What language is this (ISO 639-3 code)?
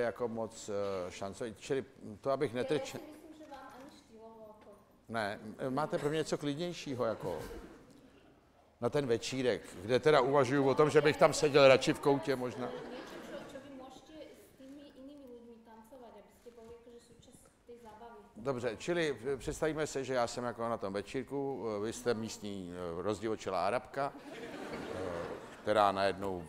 ces